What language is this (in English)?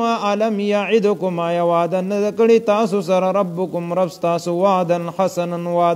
Pashto